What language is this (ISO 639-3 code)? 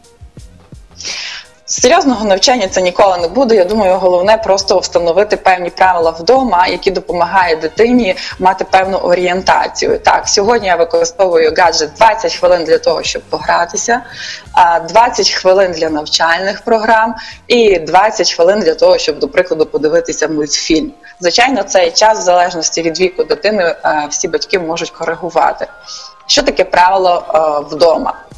ukr